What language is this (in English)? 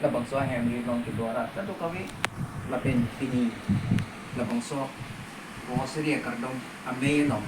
Karbi